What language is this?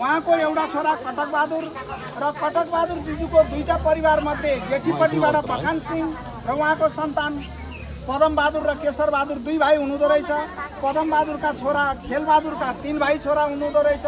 Nepali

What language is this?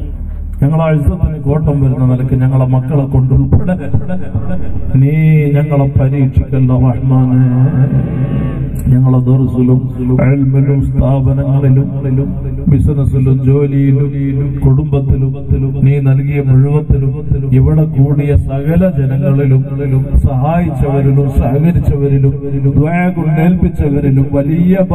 Malayalam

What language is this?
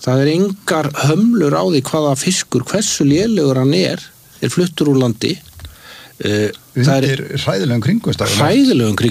Icelandic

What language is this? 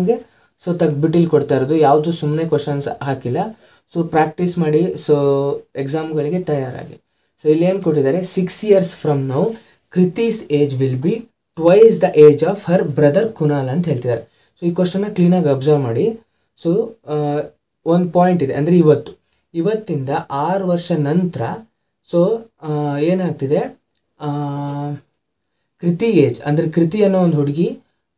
Kannada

